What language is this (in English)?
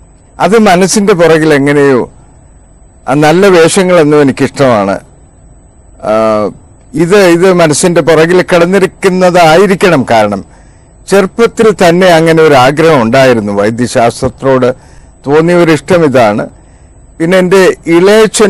Malayalam